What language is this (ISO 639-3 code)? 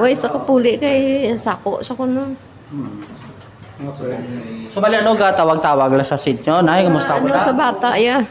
hil